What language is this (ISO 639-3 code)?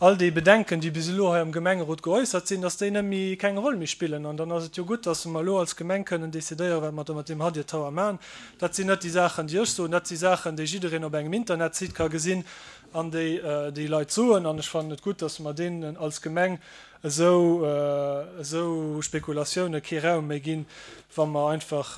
ltz